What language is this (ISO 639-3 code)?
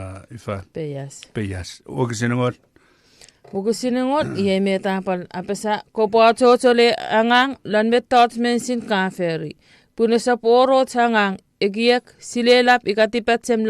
chk